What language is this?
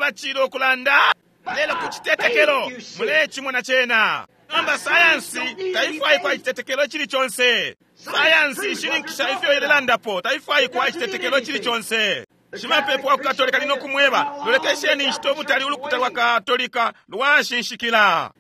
Bemba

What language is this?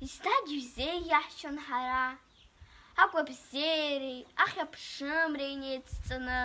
Abkhazian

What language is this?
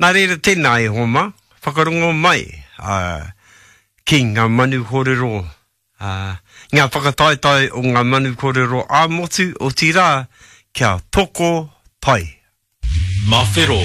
Māori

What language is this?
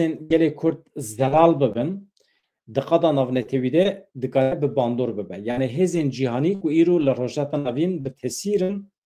Kurdish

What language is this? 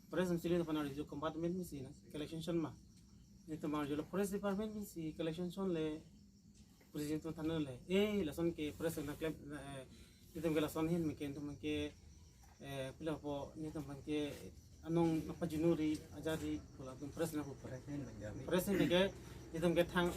Karbi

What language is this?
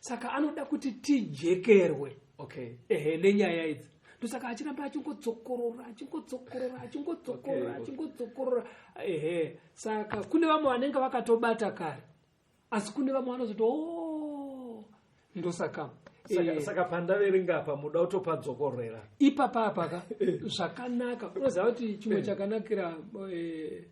Shona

